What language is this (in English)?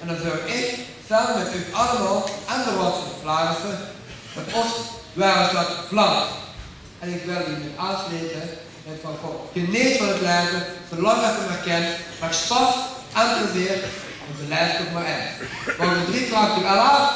Limburgish